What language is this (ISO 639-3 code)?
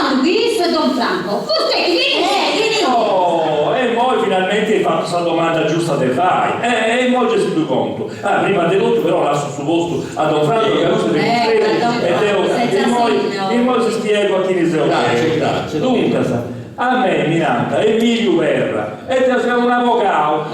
srd